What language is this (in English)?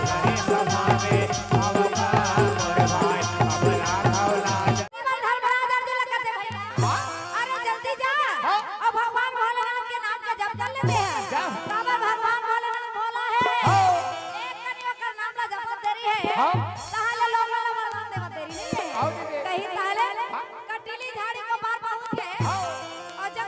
Chhattisgarhi